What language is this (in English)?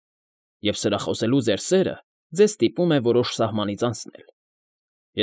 Armenian